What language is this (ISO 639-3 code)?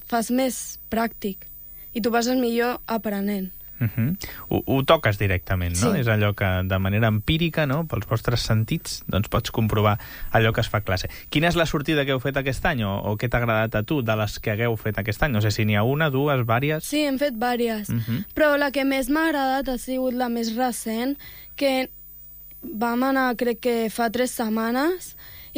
cat